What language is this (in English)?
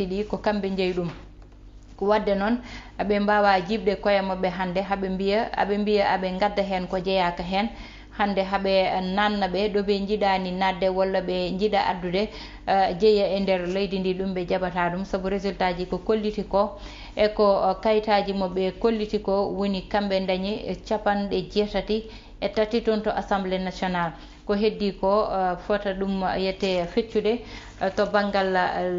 Fula